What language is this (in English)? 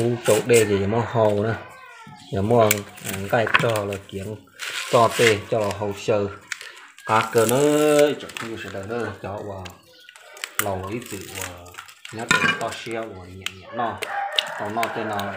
Hmong